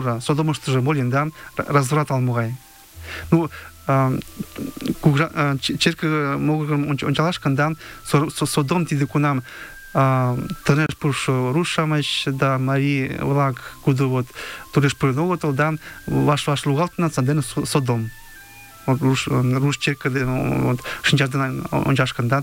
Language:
Mari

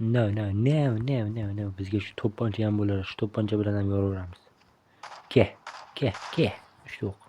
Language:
Uzbek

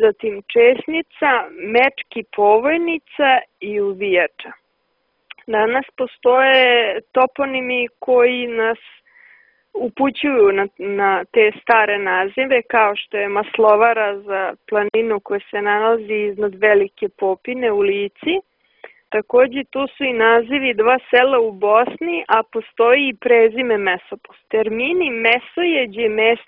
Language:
Serbian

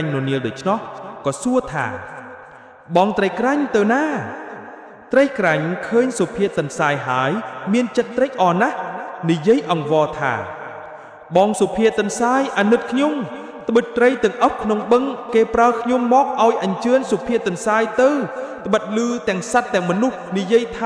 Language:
Khmer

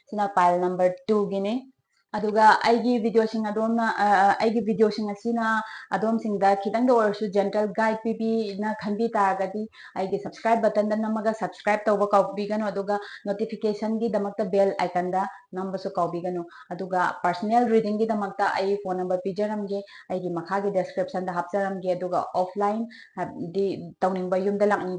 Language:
Manipuri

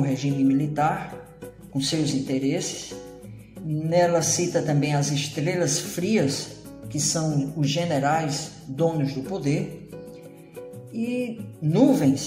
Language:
Portuguese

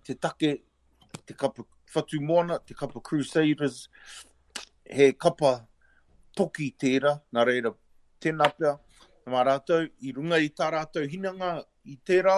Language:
Māori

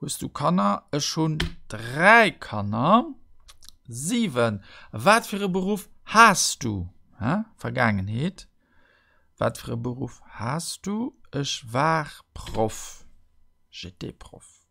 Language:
Luxembourgish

